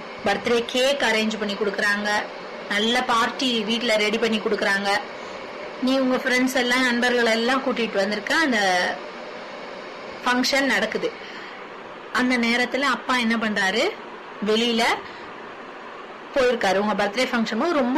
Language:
Tamil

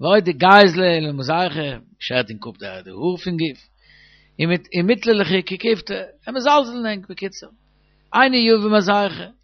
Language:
Yiddish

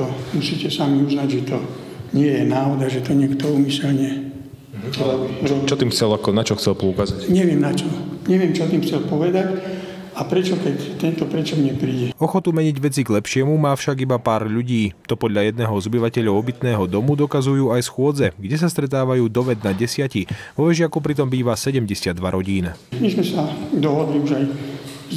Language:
Slovak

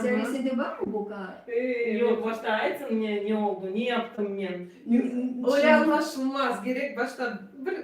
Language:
Crimean Tatar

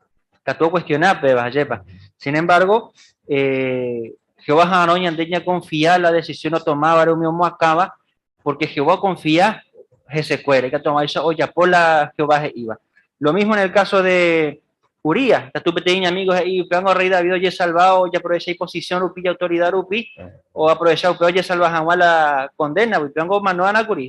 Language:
Guarani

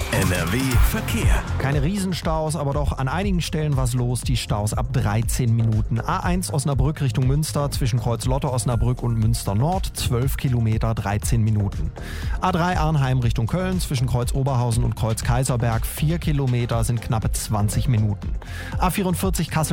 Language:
German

